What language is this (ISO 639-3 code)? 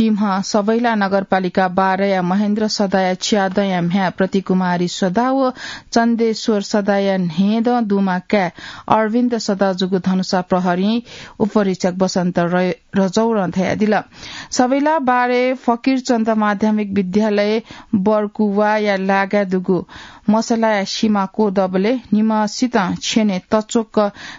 new